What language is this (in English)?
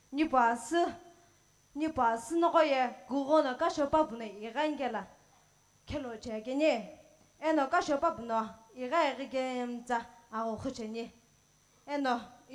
Sumi Naga